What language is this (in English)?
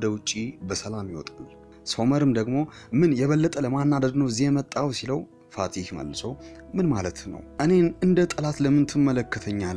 Amharic